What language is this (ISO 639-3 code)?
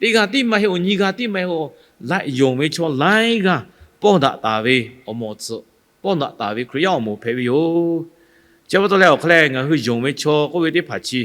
lhu